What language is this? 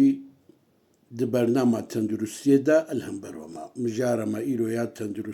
Kurdish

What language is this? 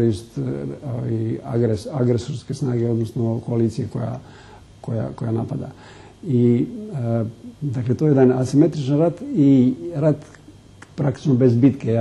Serbian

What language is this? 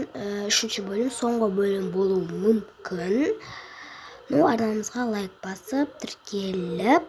Kazakh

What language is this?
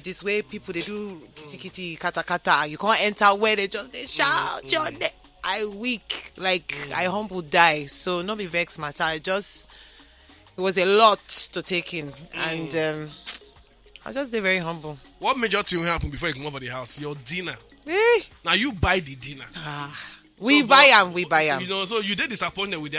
Nigerian Pidgin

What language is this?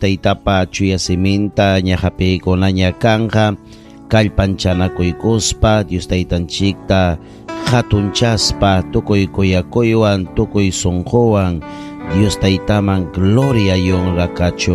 Ayacucho Quechua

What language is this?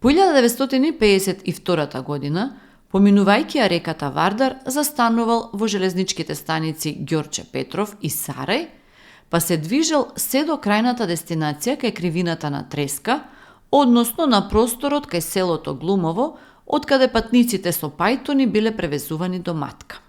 Macedonian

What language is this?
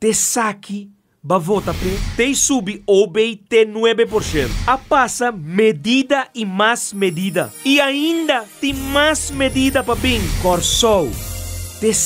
Papiamento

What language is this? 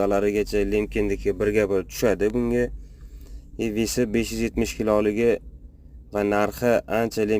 Uzbek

